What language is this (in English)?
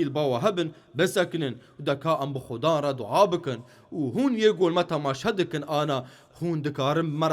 Kurdish